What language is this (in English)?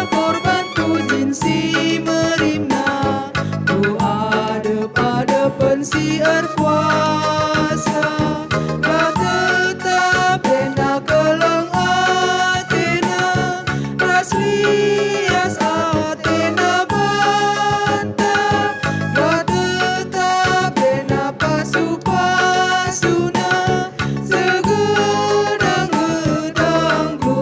Batak Karo